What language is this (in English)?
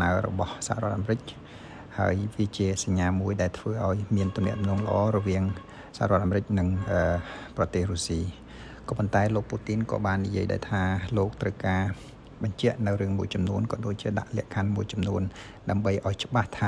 Khmer